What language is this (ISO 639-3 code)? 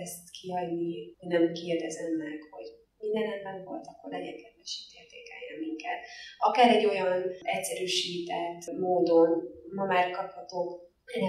hun